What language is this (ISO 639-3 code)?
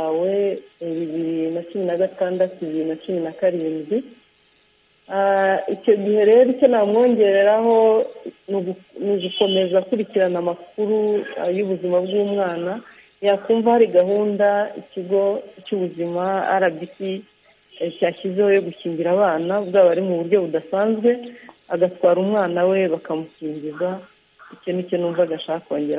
kin